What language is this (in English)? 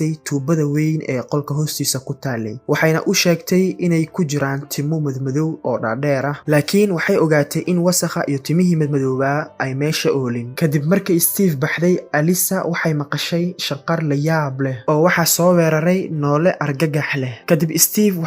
Somali